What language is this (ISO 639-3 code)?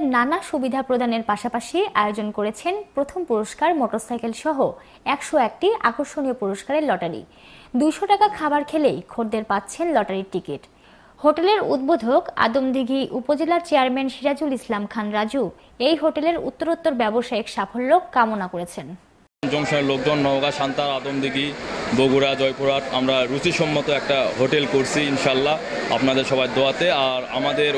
ben